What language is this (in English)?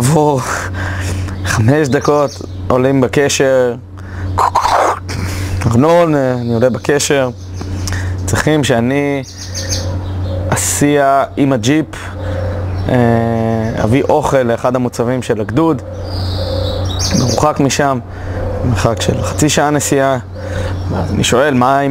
Hebrew